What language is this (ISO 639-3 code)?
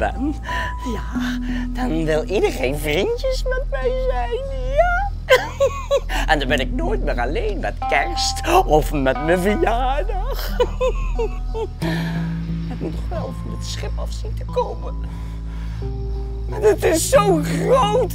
nld